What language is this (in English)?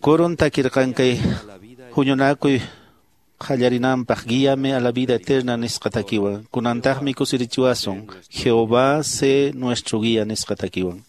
Quechua